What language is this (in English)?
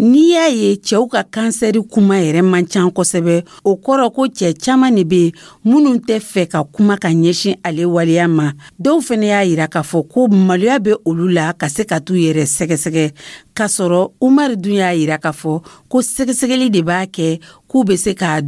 Dyula